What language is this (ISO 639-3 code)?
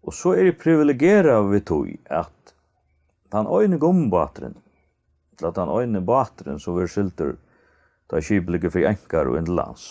fao